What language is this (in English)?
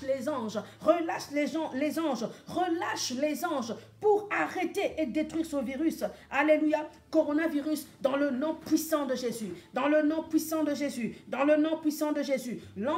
French